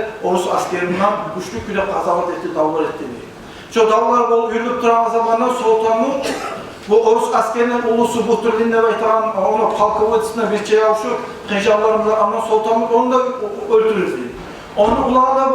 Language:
Kumyk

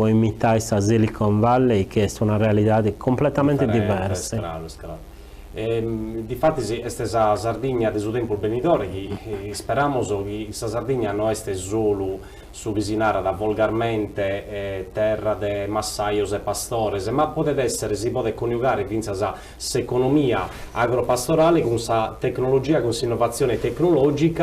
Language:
Sardinian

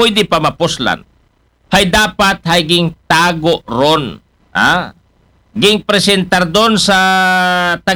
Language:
Aklanon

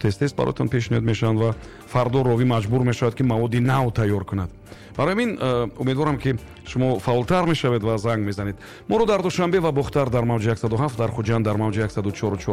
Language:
Tajik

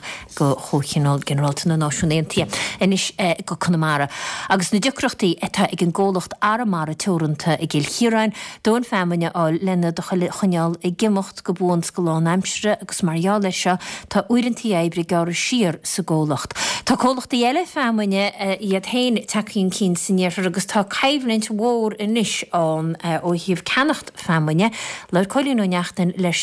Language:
Irish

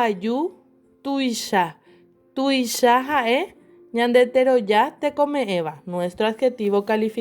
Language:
Guarani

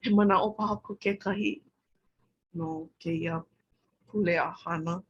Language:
Hawaiian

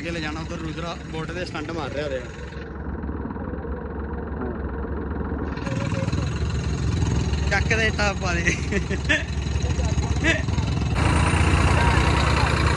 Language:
Punjabi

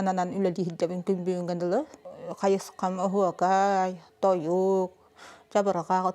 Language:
Yakut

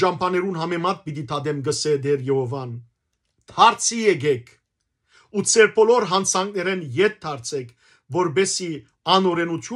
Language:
Western Armenian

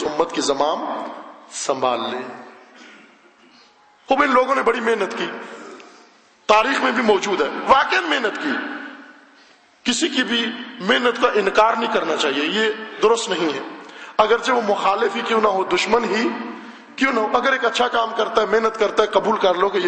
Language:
Urdu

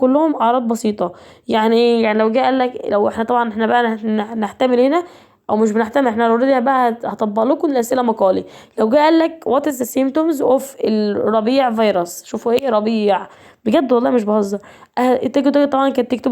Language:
Egyptian Arabic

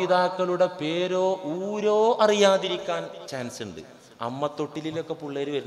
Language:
Malayalam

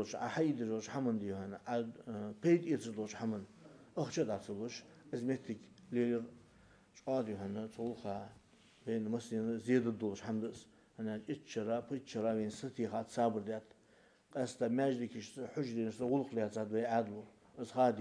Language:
Ingush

